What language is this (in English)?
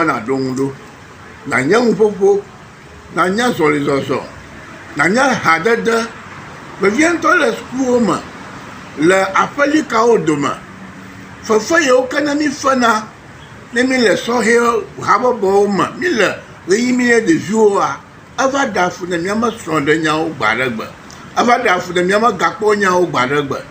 Ewe